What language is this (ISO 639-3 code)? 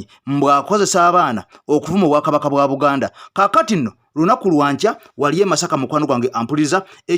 lug